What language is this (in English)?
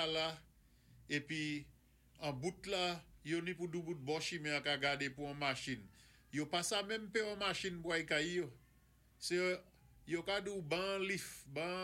Saint Lucian Creole French